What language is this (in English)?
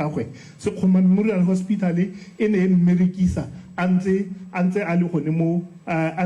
Tswana